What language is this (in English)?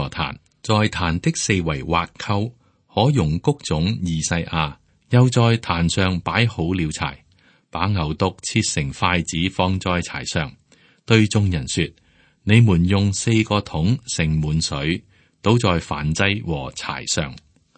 Cantonese